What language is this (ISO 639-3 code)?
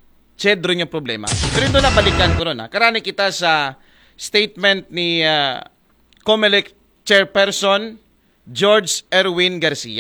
akl